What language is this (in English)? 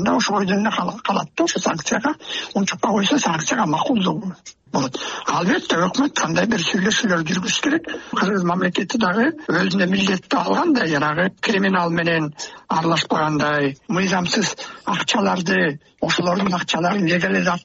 Kyrgyz